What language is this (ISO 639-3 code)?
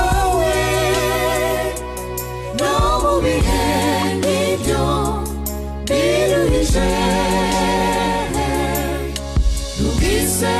kin